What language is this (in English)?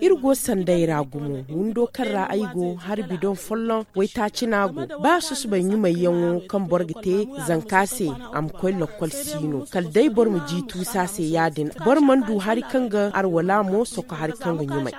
Zarma